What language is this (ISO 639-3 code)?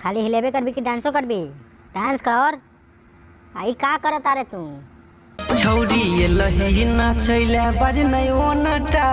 mai